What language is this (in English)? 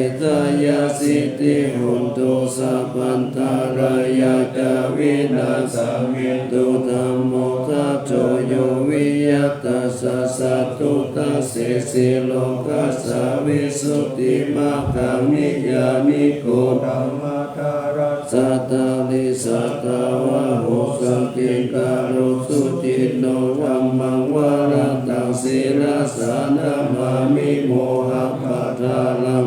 Pali